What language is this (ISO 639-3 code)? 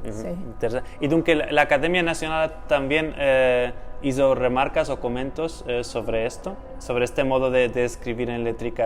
lad